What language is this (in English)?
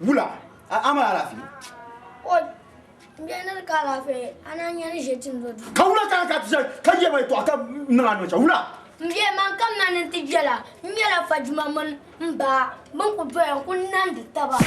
Dagbani